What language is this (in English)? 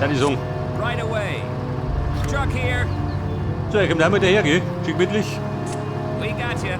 Bavarian